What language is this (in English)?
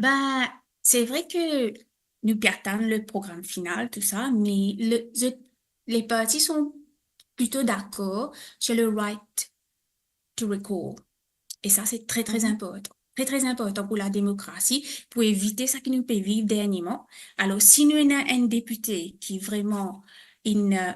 Morisyen